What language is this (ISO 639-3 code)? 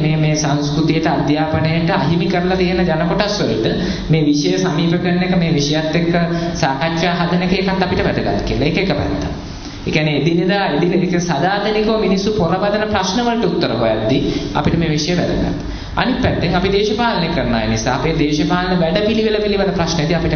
sin